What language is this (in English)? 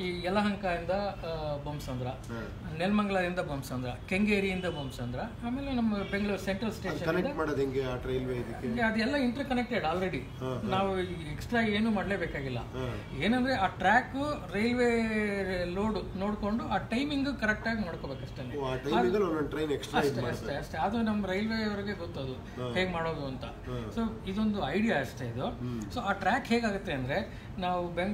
Kannada